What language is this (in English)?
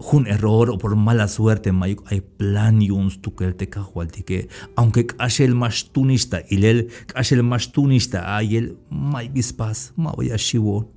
Tzeltal